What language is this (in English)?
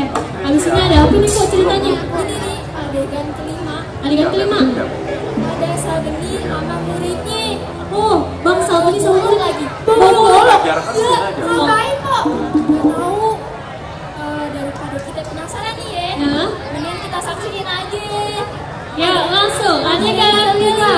Betawi